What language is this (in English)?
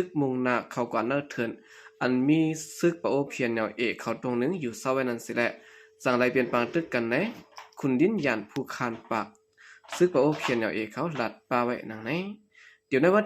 Shan